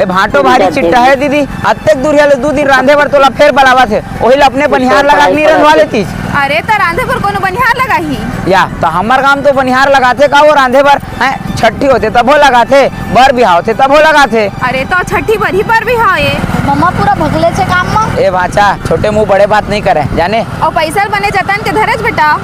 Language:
Chhattisgarhi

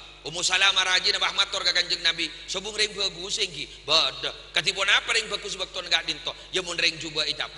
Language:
Madurese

